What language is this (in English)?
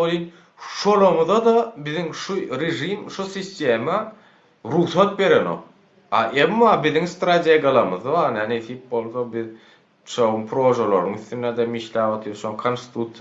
Turkmen